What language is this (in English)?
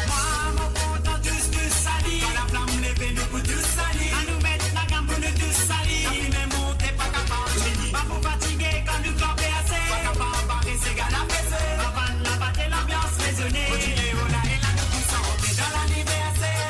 Morisyen